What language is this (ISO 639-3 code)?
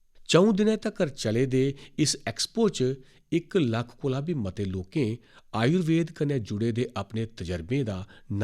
doi